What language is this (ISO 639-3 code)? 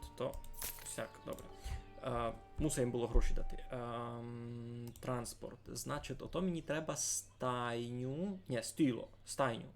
rue